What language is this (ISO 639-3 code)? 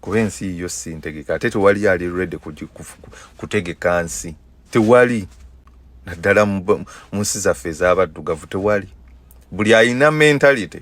lug